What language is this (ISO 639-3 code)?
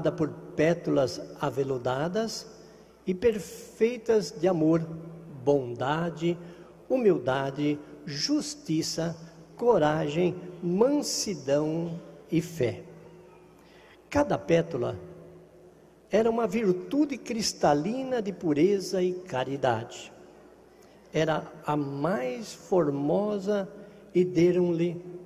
por